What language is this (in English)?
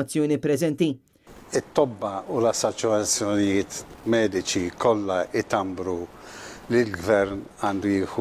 Maltese